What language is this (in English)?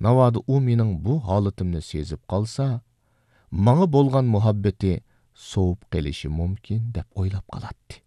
Uyghur